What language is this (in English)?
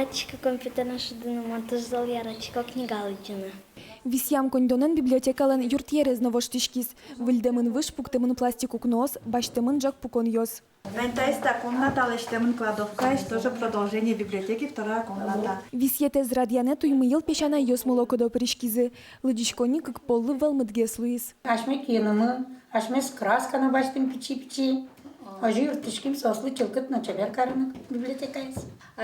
Udmurt